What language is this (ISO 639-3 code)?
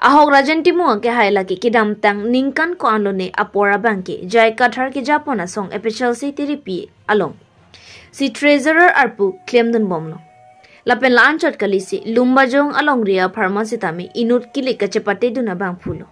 mjw